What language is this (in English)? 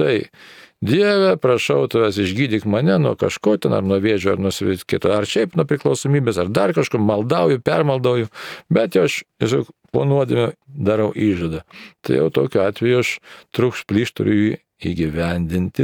Lithuanian